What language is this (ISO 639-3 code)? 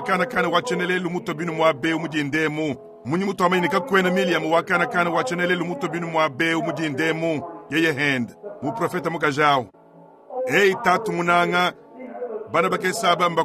lua